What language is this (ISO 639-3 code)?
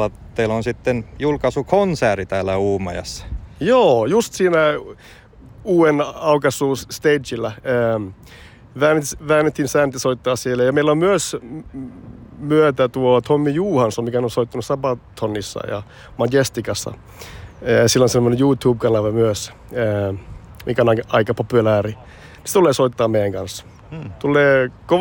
fin